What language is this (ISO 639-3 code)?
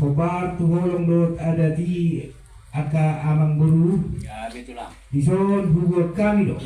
bbc